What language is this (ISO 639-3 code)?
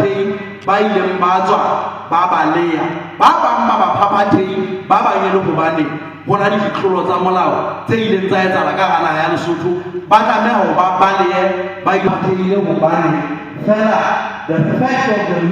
sot